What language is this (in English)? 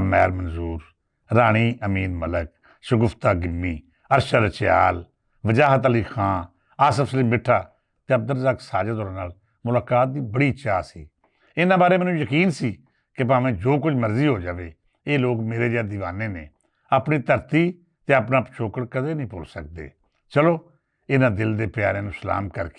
Western Panjabi